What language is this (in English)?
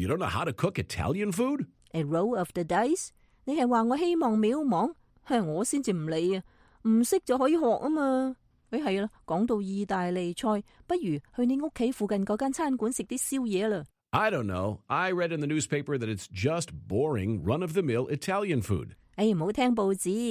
Cantonese